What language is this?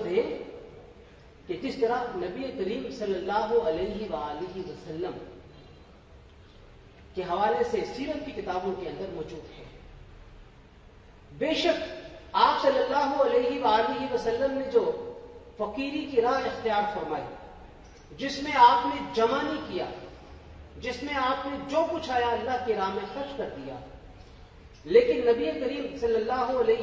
Urdu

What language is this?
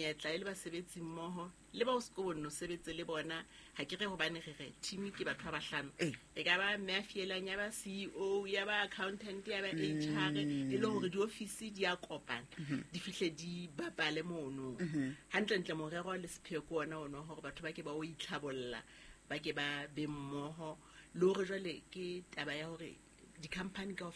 Southern Sotho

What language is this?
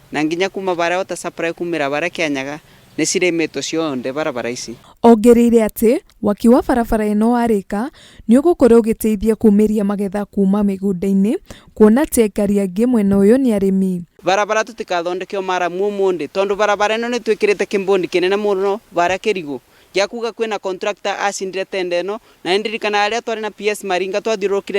Kikuyu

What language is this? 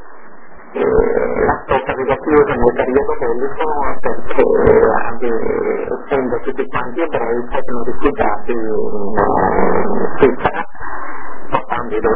Italian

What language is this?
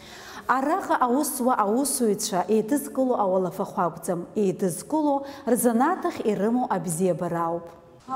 Abkhazian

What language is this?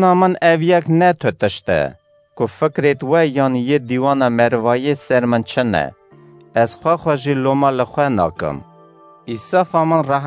Kurdish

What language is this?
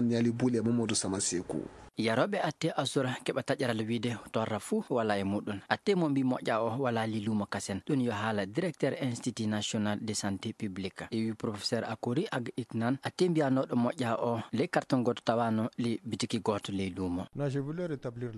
Fula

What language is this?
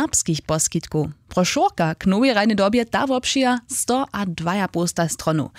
Upper Sorbian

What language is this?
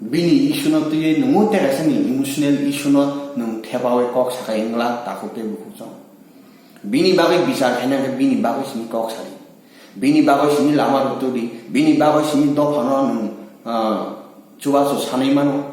Kok Borok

